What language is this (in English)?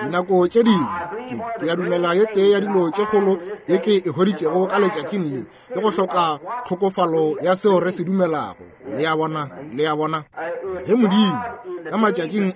Northern Sotho